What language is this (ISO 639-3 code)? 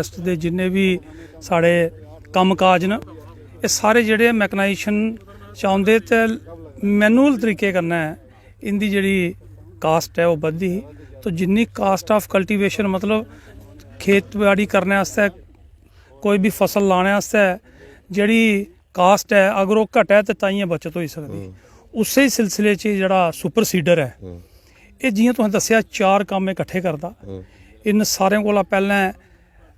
doi